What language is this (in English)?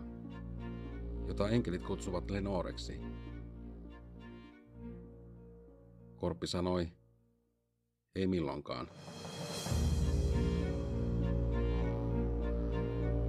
Finnish